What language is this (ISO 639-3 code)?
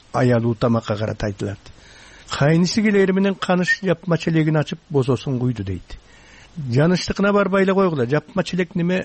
kir